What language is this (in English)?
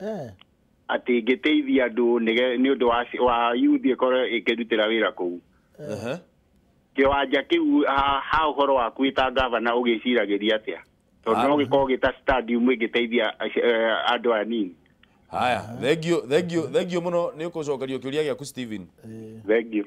Kikuyu